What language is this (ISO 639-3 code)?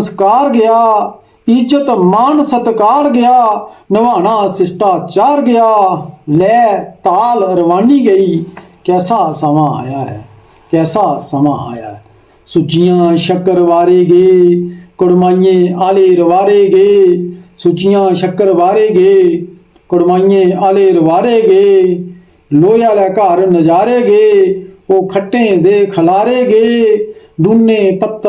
doi